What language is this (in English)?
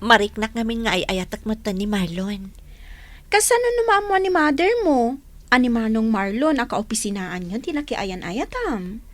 Iloko